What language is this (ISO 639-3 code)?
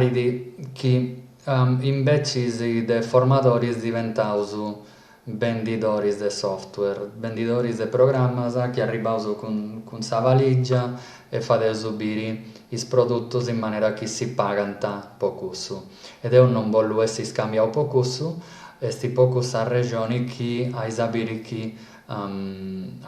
srd